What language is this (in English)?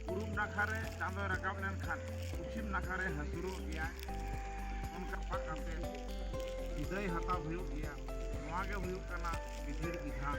Santali